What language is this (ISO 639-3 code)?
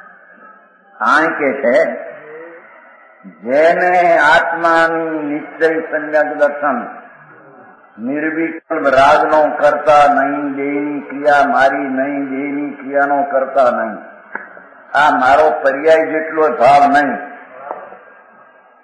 guj